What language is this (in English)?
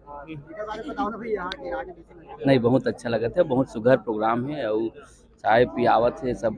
Chhattisgarhi